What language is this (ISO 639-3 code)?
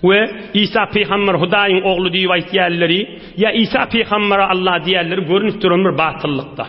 tuk